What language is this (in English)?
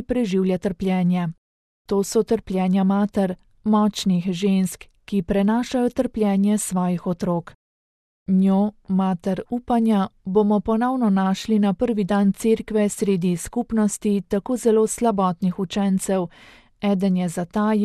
Slovenian